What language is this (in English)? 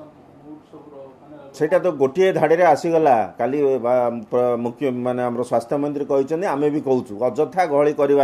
Odia